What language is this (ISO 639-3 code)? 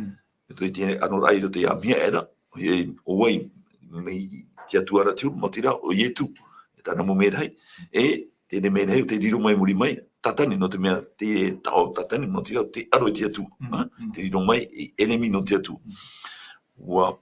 tah